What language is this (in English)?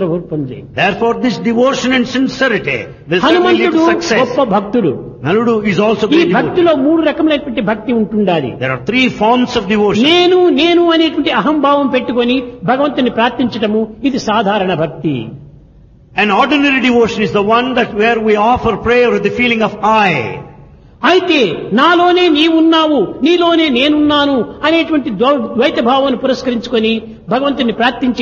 Telugu